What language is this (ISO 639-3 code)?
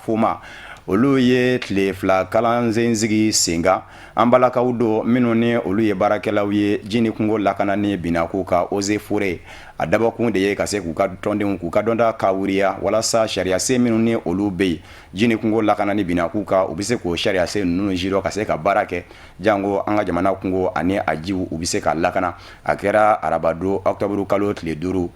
bam